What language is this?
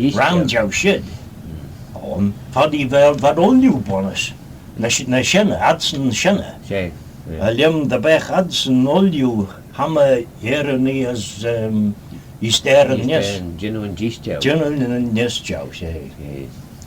Manx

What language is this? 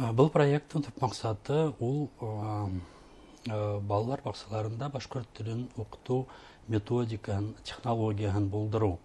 Bashkir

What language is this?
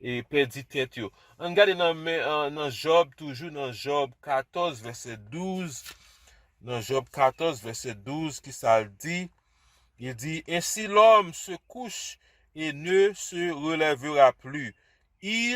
Haitian Creole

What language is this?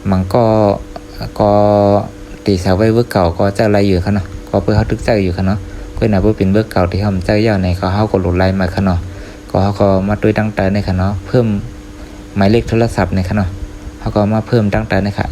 Shan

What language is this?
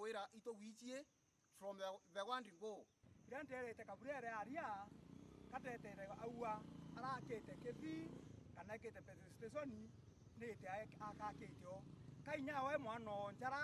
Meru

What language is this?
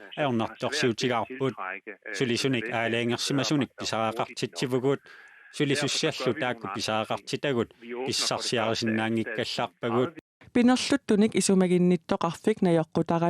Kalaallisut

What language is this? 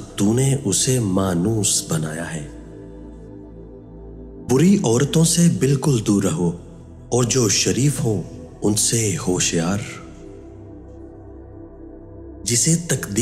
Urdu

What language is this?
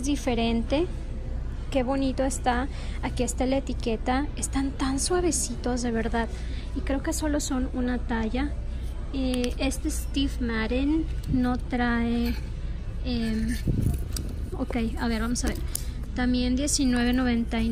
Spanish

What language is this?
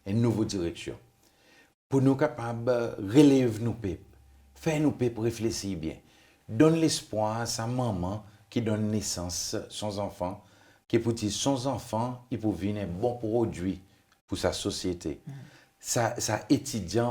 Seselwa Creole French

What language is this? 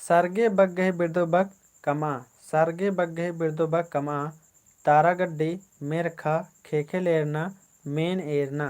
Kurukh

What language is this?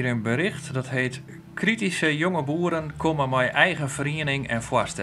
Western Frisian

